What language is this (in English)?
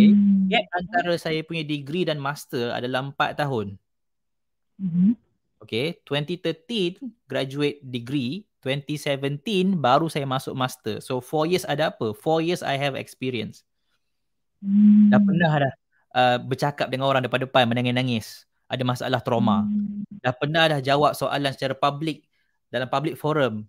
Malay